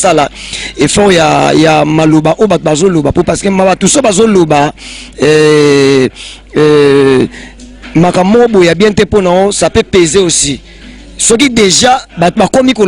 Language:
Lingala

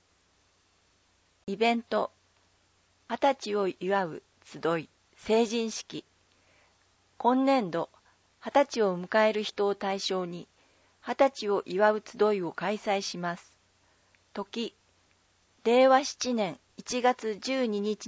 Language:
Japanese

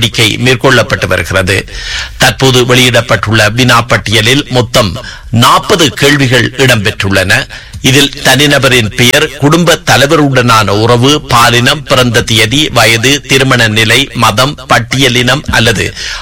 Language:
Tamil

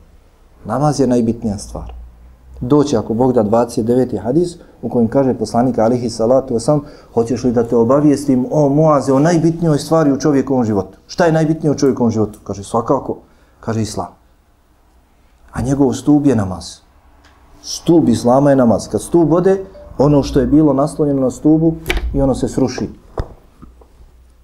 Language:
Bosnian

